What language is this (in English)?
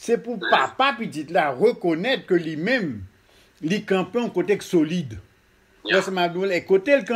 Haitian Creole